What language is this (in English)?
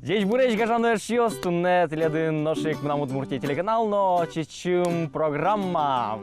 Udmurt